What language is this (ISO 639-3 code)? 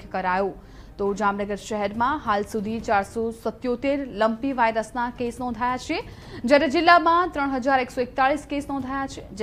guj